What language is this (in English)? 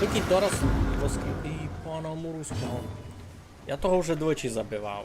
Rusyn